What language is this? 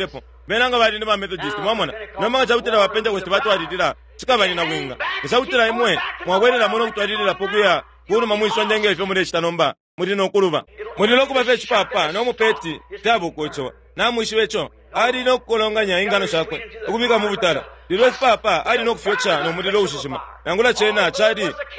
Bemba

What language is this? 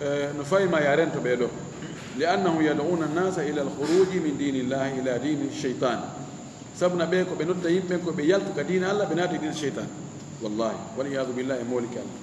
Fula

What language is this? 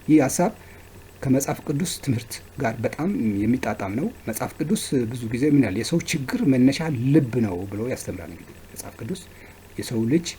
Amharic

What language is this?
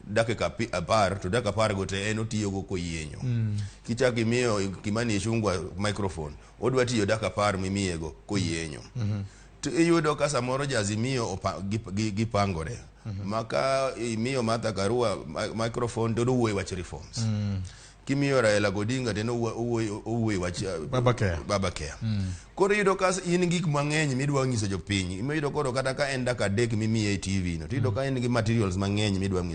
Luo (Kenya and Tanzania)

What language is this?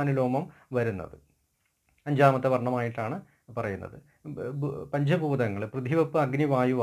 Malayalam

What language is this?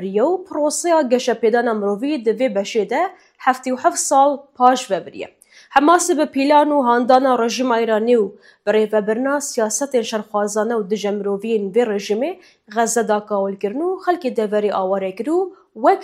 Kurdish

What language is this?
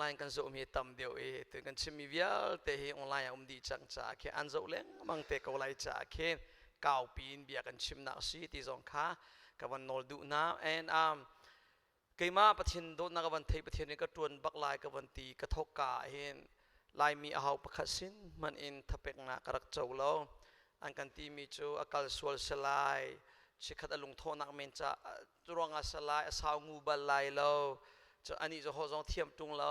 Hakha Chin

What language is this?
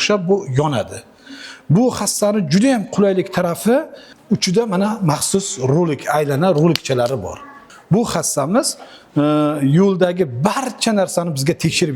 Uzbek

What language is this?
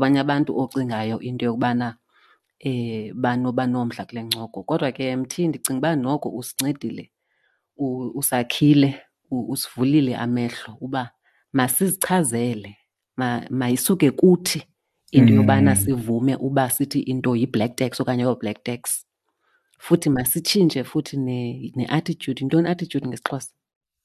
Xhosa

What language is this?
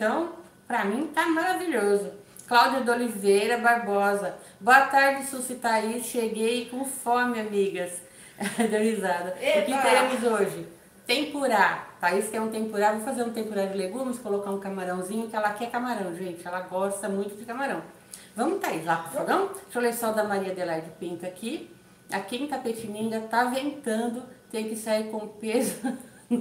Portuguese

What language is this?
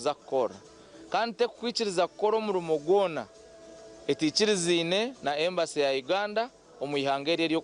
Nyankole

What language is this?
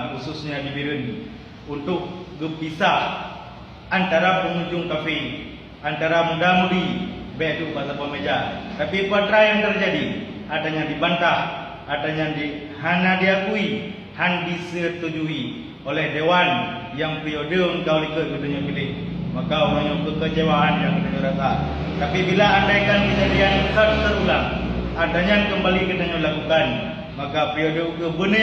Achinese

